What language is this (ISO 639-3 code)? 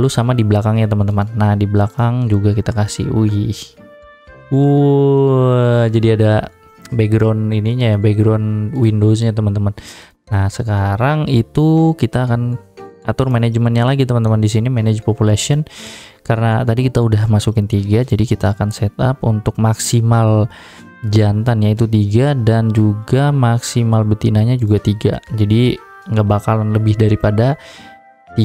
ind